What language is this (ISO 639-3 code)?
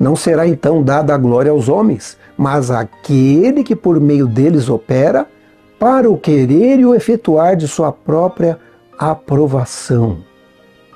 por